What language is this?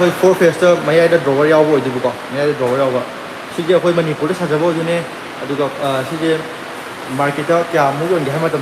Manipuri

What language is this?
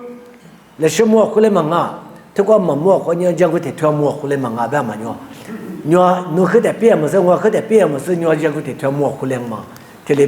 Lisu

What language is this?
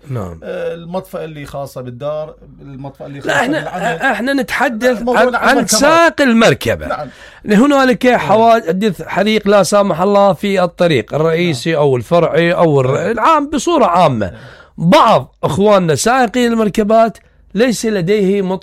Mesopotamian Arabic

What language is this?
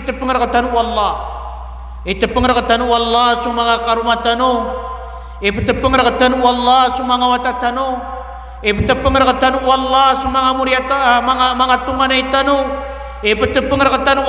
Maranao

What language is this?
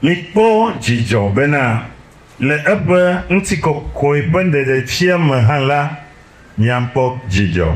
Ewe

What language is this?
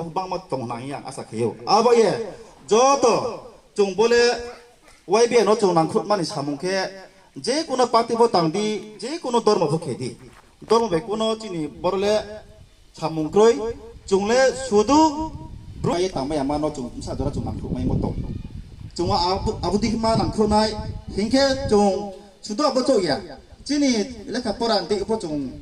Riang (India)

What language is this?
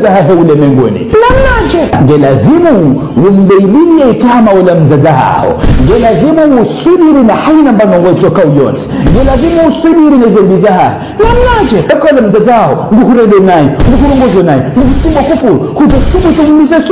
Ngazidja Comorian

